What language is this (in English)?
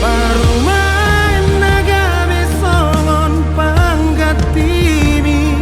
Batak Toba